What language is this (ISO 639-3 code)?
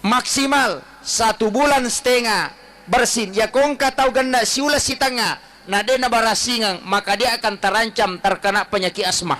bug